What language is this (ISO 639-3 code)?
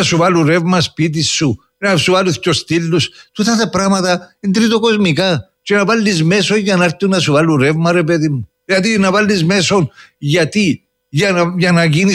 ell